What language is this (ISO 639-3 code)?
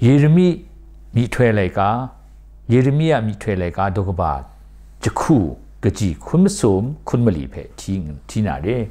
kac